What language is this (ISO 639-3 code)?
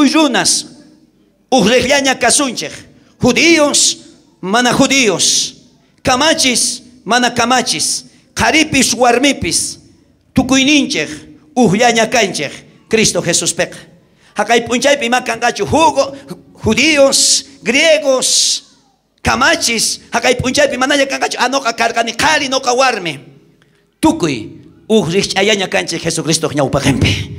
quh